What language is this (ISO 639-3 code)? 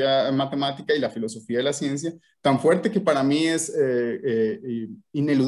spa